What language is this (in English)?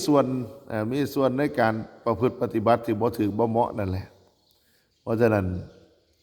Northeastern Thai